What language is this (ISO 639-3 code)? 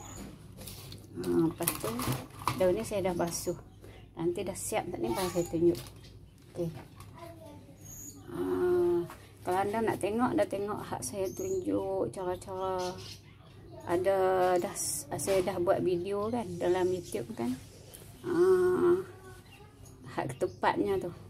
msa